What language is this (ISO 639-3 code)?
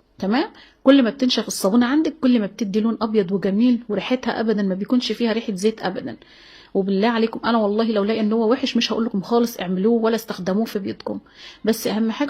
arz